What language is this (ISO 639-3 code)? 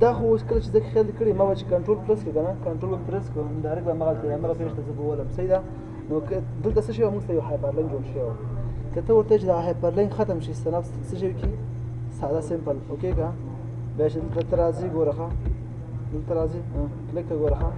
pus